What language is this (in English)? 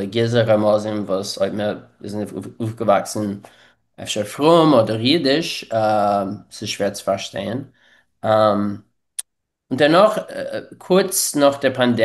Yiddish